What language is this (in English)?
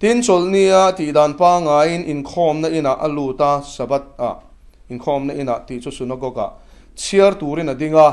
Mizo